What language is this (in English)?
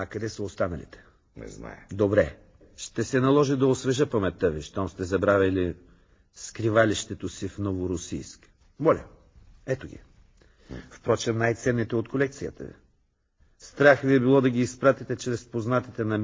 Bulgarian